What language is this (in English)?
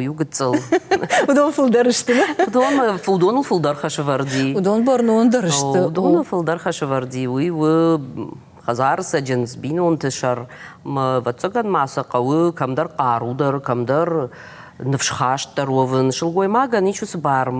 Ossetic